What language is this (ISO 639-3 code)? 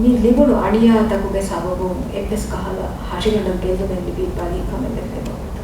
div